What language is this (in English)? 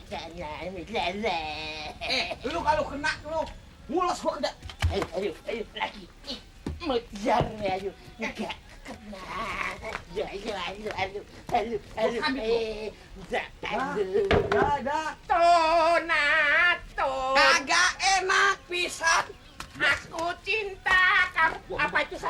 Betawi